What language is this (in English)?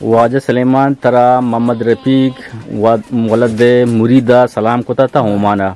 Eastern Balochi